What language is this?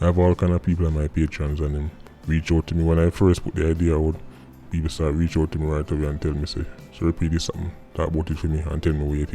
Jamaican Creole English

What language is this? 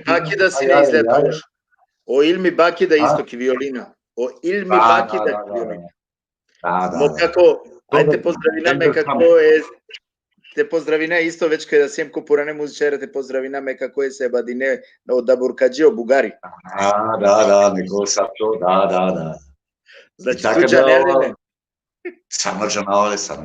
Balkan Romani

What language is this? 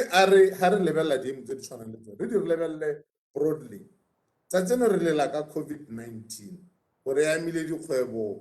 Tswana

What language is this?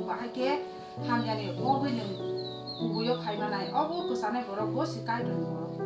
Kok Borok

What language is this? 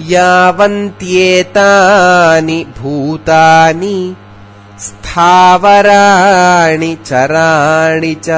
Sanskrit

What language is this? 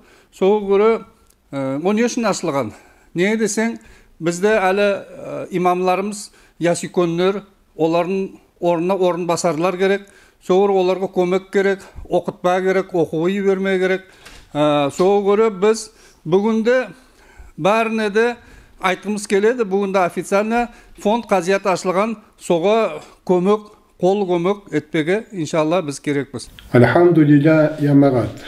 Nogai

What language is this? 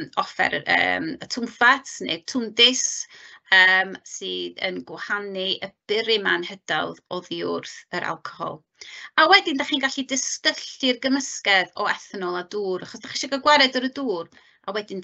Welsh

